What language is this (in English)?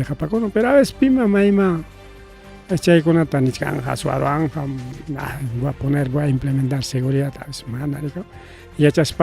Ayacucho Quechua